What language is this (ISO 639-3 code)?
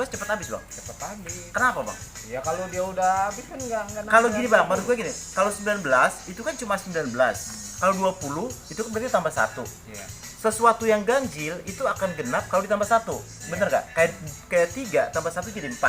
bew